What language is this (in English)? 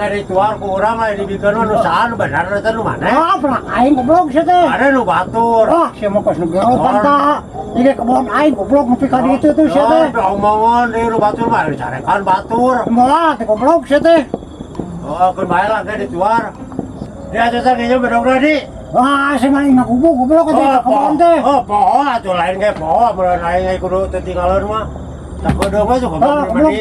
Sundanese